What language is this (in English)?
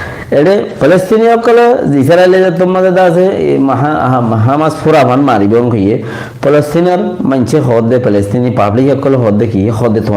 Rohingya